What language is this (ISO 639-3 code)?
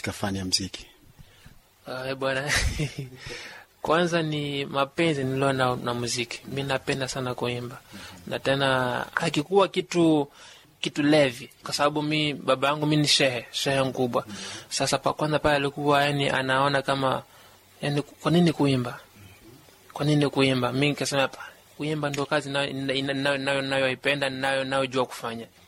swa